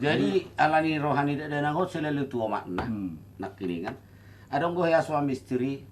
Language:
Batak Toba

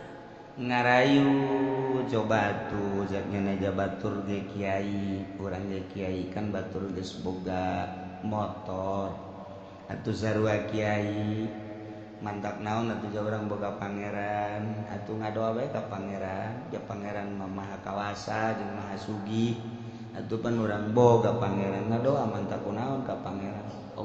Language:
Sundanese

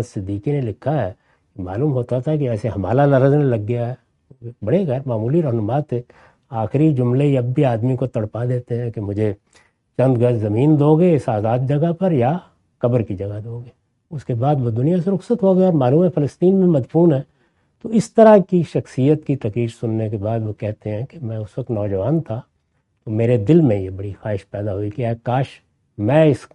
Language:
Urdu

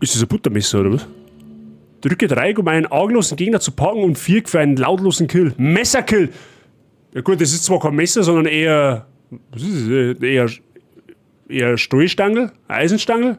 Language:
Bavarian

